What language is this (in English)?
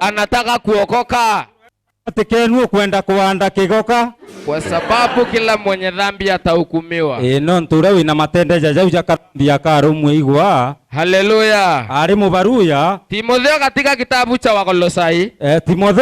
Meru